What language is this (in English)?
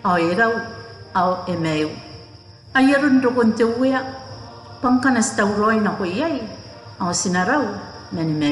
Gilbertese